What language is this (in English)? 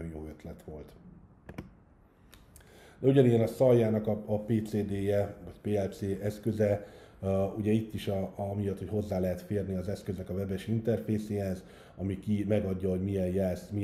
Hungarian